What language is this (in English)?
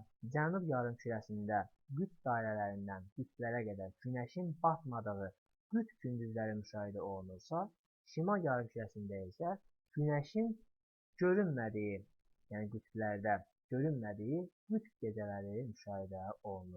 Azerbaijani